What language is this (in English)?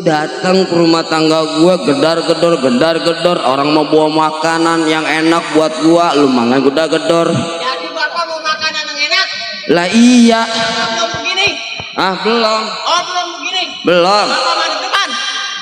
Betawi